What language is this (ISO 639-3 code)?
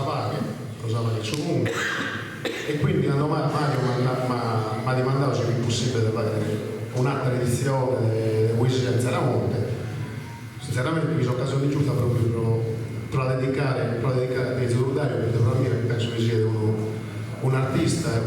srd